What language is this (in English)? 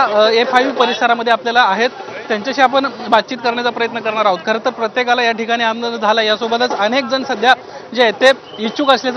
Marathi